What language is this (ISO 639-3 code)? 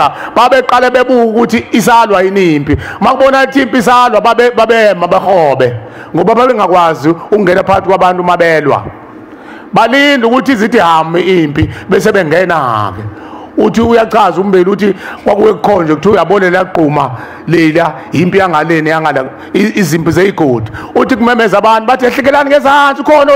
zul